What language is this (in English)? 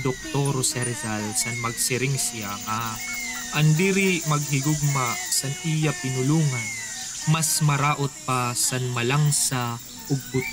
Waray